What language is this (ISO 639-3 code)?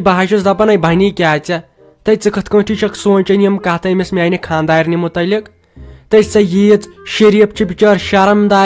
kas